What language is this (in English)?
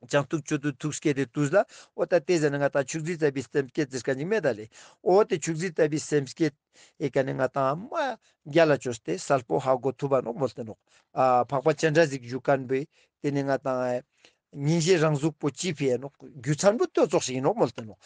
Ladakhi